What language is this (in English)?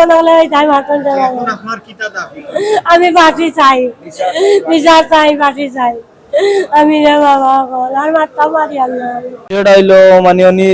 Sylheti